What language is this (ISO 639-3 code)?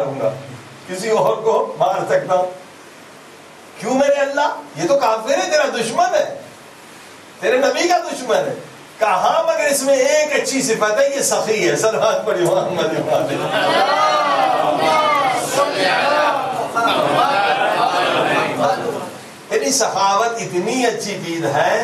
urd